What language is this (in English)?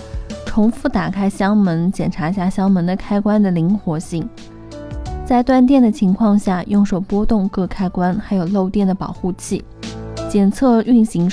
Chinese